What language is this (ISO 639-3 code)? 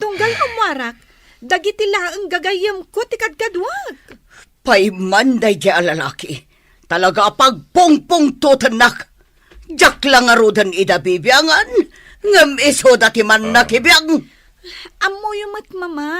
ilo